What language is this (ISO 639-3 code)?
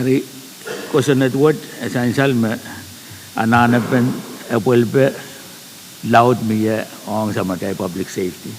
pon